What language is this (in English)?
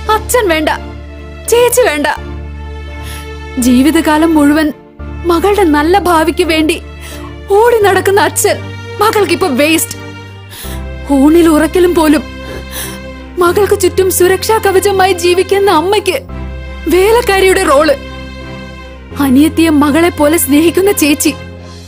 Malayalam